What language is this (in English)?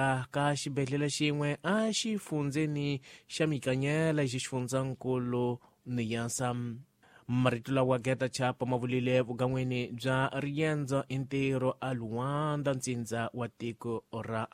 Tsonga